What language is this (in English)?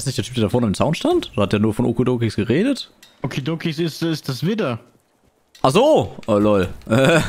German